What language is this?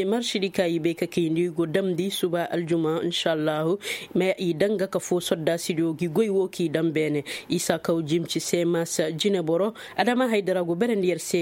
Koyraboro Senni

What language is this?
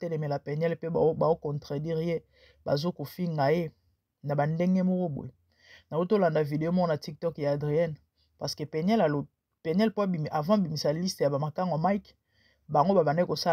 Lingala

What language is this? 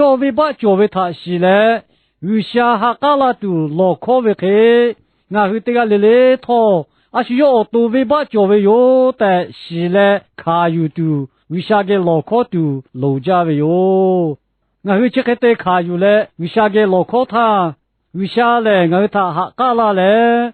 Lahu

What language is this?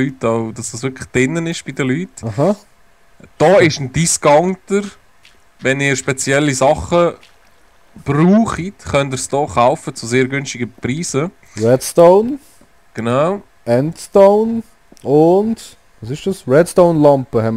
Swiss German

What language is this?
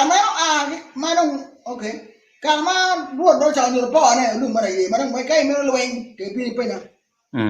Acoli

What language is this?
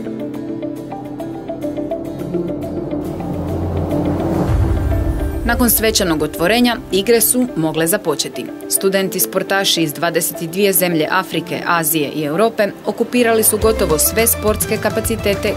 Croatian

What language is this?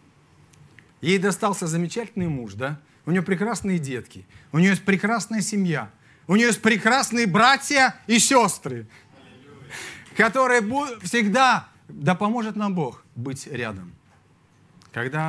Russian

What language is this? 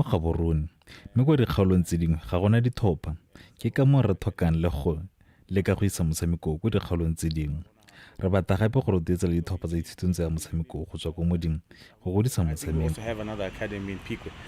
Tswana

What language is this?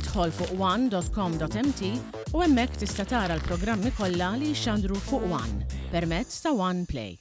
Maltese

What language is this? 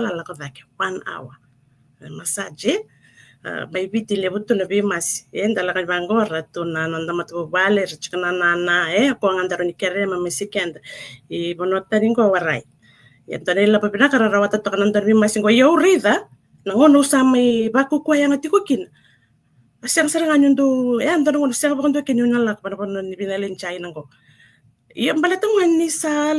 Fijian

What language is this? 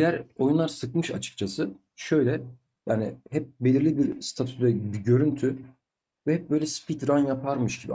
Turkish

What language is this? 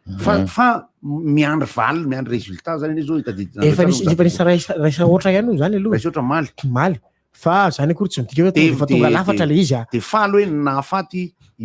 Malagasy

